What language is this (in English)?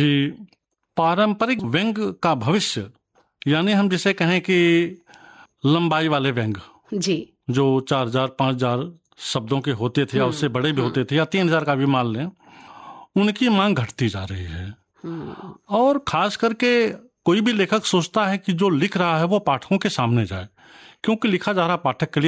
Hindi